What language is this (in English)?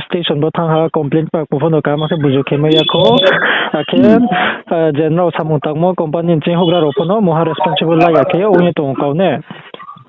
Riang (India)